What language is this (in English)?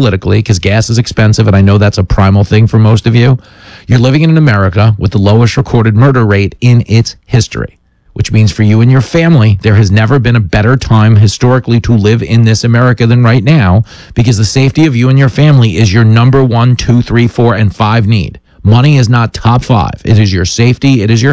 English